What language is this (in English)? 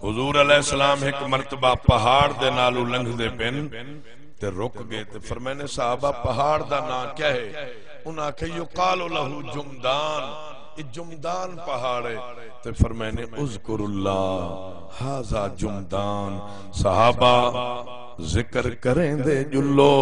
Saraiki